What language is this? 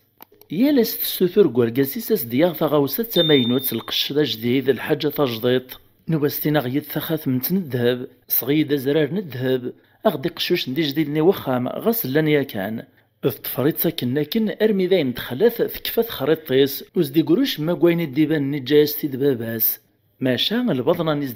Kabyle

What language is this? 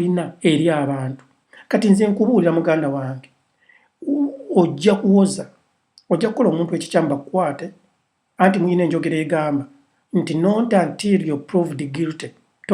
Ganda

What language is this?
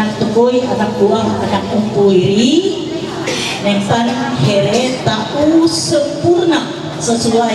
Ma'anyan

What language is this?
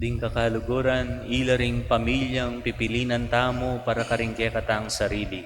Pampanga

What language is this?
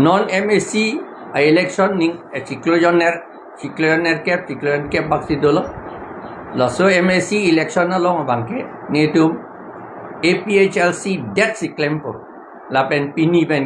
Karbi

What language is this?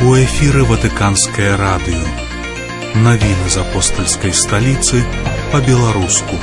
Belarusian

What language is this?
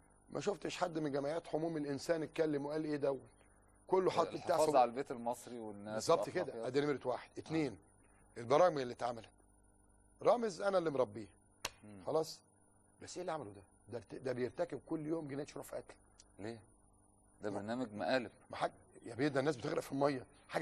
Egyptian Arabic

